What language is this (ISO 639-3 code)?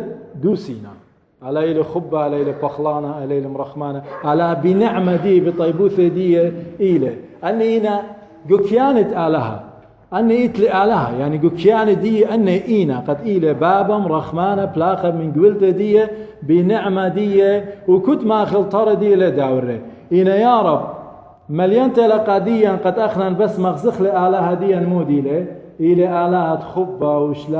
aii